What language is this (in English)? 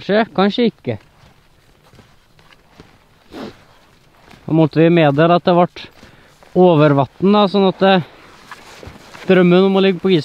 Norwegian